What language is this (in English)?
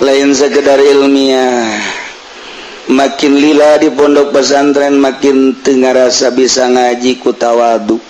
Sundanese